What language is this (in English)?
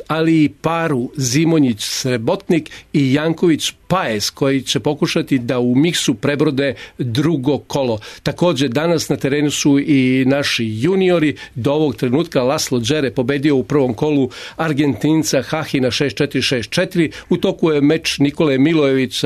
Serbian